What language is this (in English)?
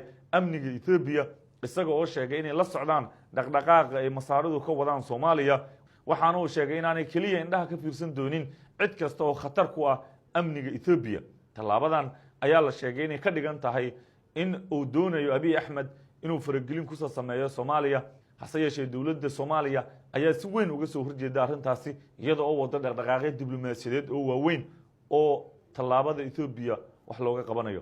Somali